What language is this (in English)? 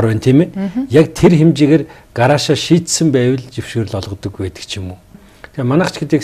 Mongolian